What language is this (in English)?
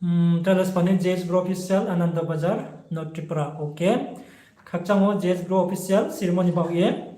Riang (India)